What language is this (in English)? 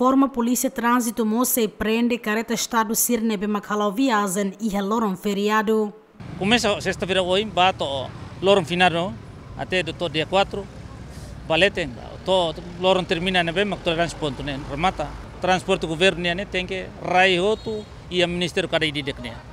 Tetum